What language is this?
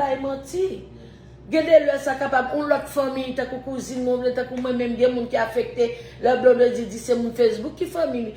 Haitian Creole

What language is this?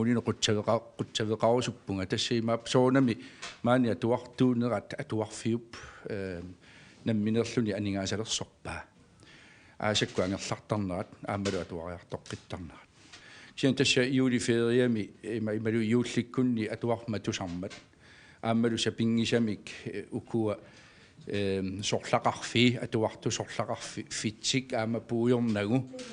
Kalaallisut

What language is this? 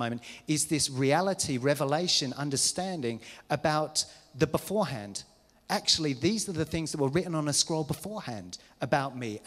English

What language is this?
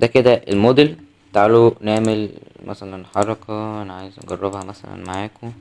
Egyptian Arabic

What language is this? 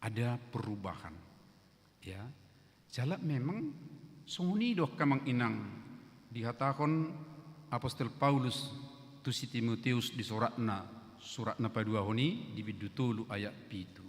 Batak Toba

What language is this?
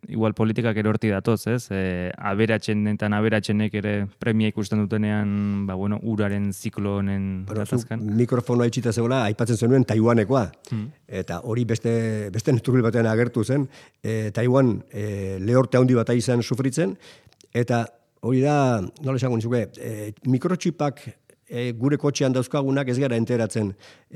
Basque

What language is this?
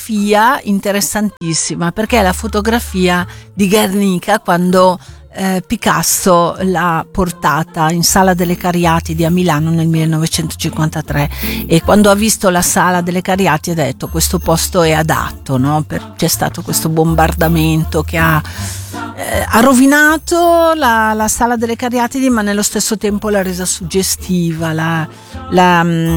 Italian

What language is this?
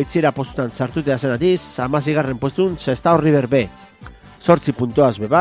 Basque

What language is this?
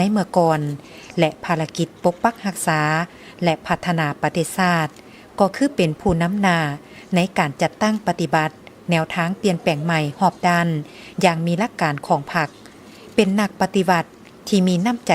Lao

